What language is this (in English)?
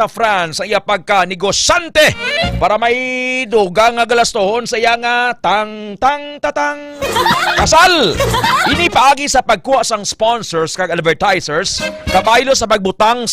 Hiligaynon